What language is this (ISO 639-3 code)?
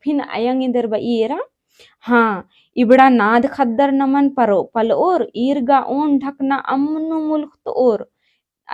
kru